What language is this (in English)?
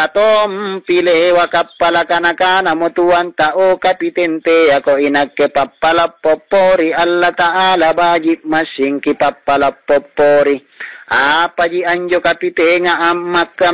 Makasar